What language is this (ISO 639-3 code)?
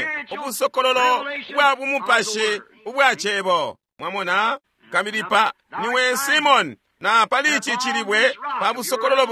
bem